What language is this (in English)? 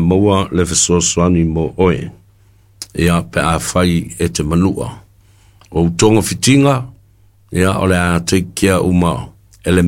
Samoan